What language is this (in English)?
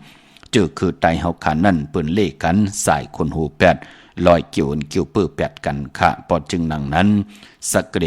Shan